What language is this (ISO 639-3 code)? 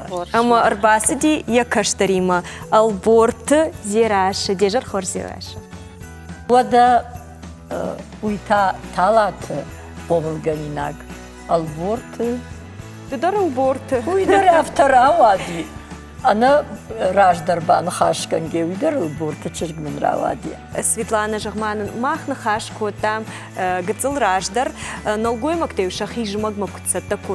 oss